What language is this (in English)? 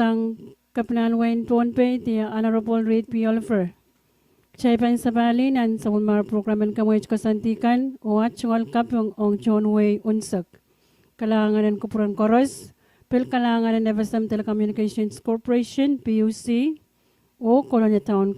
Pohnpeian